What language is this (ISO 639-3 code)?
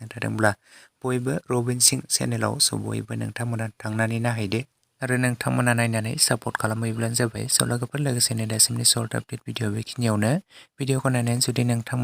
brx